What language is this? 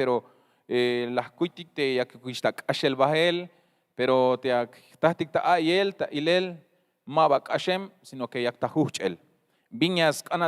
Tzeltal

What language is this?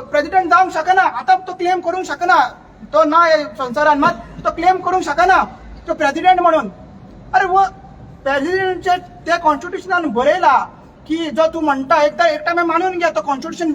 Konkani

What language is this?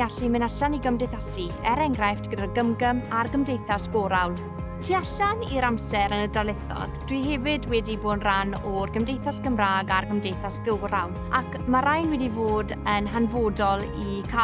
Welsh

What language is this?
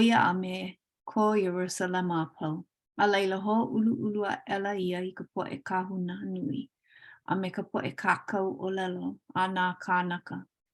Hawaiian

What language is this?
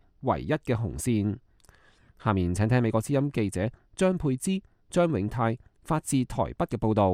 Cantonese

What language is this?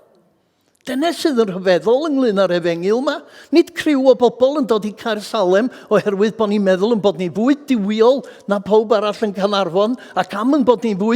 Welsh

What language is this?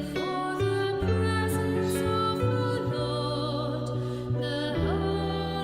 Welsh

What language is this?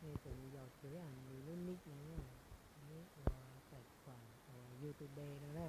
Hmong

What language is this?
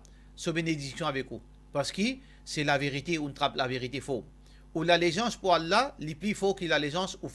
Morisyen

